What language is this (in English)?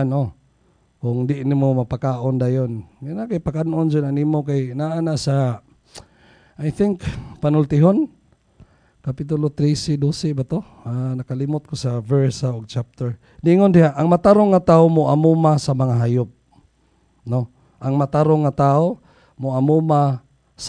Cebuano